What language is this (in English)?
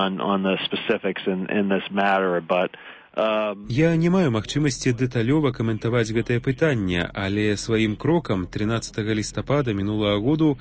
Belarusian